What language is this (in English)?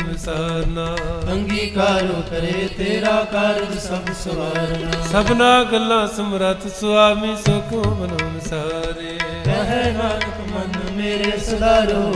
Punjabi